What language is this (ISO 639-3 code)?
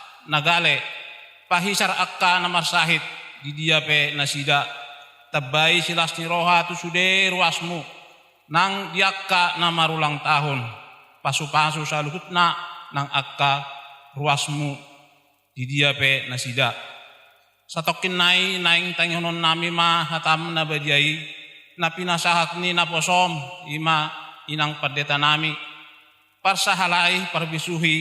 bbc